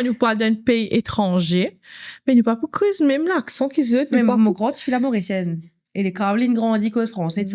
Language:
Morisyen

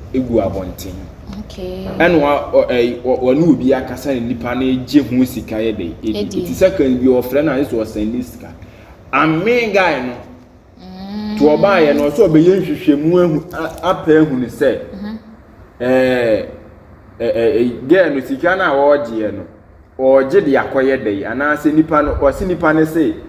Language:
Akan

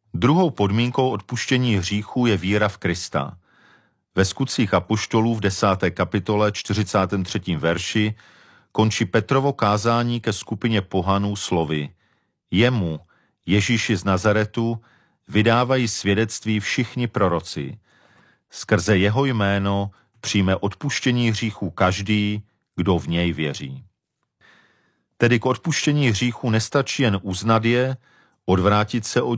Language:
Czech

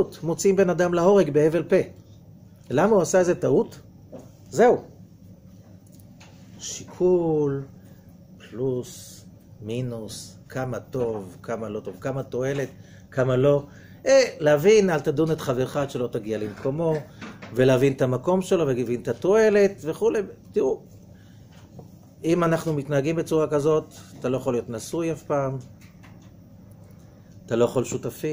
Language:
Hebrew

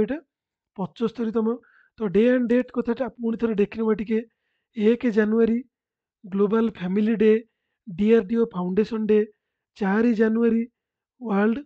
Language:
Odia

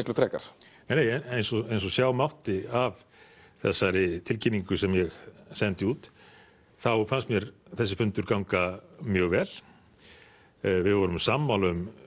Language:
Icelandic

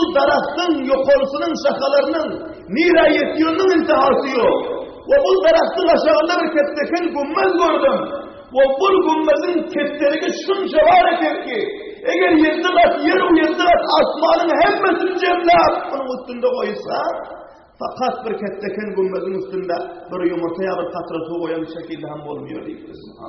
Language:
Turkmen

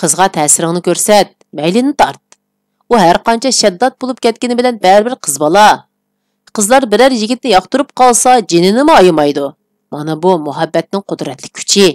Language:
Uyghur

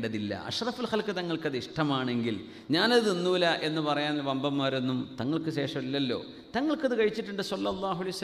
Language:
Malayalam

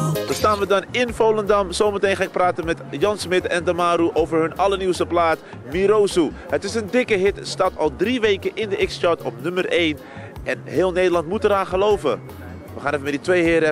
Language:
Dutch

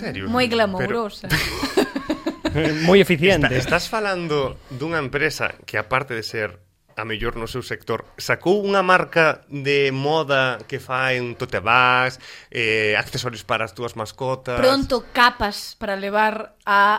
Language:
Galician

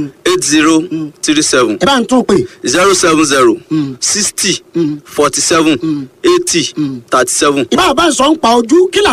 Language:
Yoruba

